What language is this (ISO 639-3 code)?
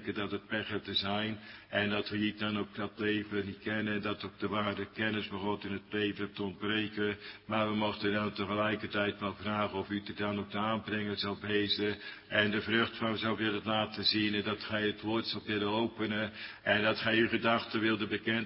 nld